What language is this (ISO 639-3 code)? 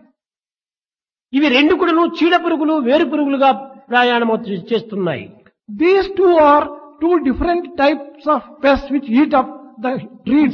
tel